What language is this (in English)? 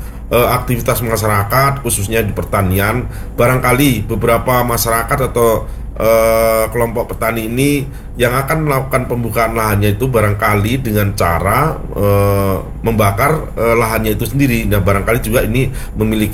Indonesian